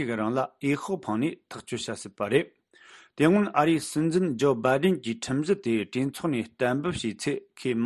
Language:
Tibetan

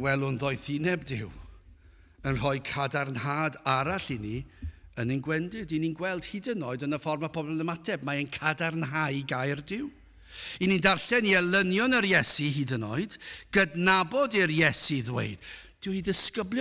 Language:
Welsh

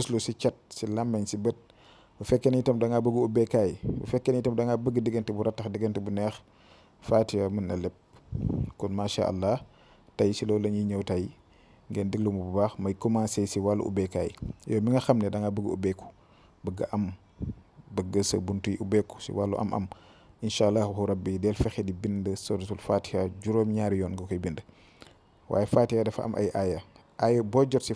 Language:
Wolof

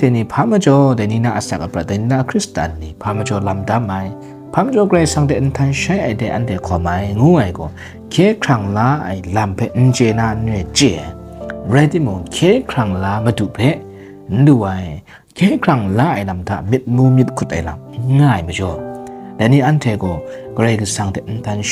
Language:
Kachin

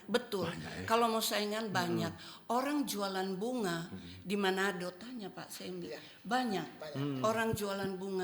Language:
Manado Malay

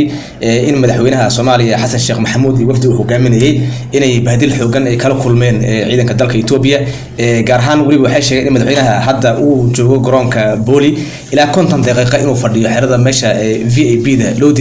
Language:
Somali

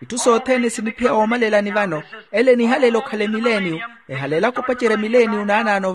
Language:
Makhuwa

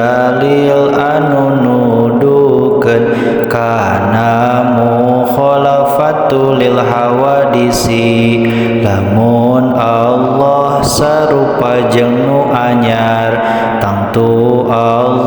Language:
Sundanese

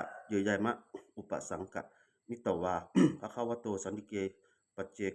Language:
Pali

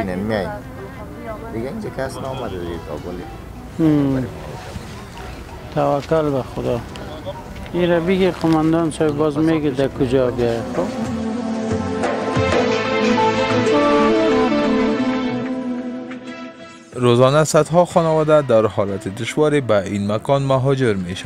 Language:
Persian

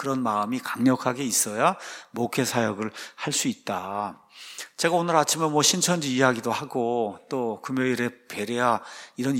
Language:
Korean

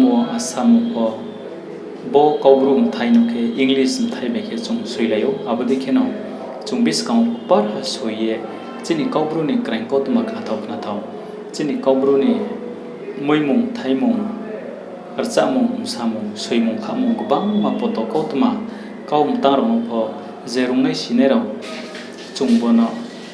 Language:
Riang (India)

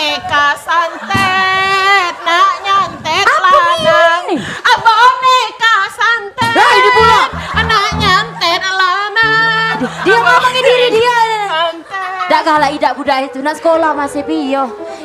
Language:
Musi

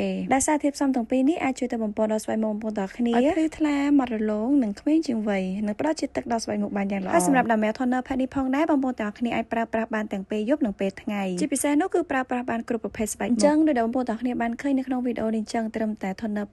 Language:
Khmer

